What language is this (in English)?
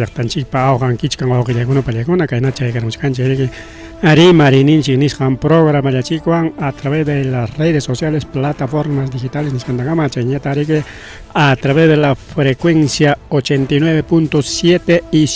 Ayacucho Quechua